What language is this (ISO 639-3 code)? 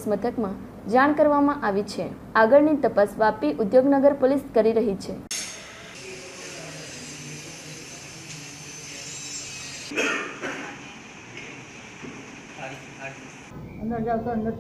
guj